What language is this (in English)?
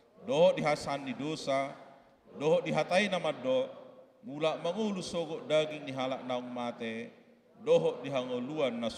Batak Toba